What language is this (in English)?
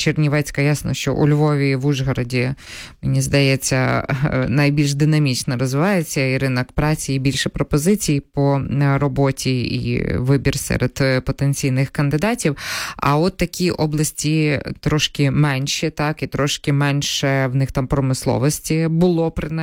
Ukrainian